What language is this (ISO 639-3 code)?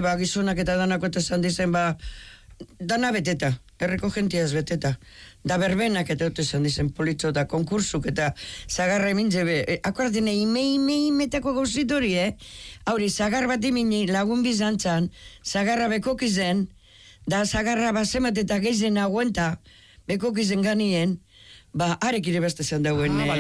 eus